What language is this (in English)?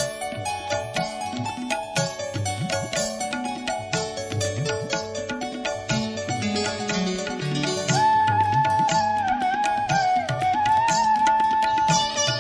Kannada